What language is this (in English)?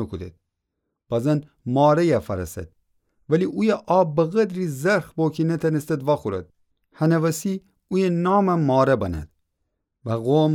Gilaki